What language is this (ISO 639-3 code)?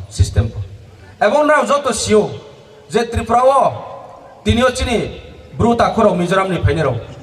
ria